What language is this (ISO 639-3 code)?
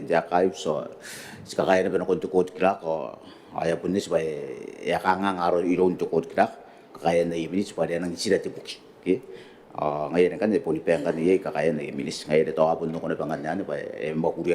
gil